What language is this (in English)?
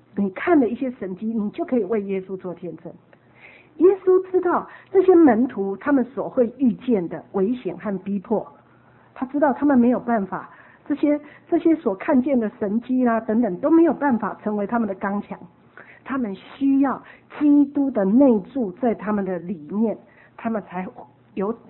Chinese